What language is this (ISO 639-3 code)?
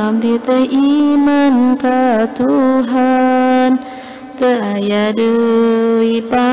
sun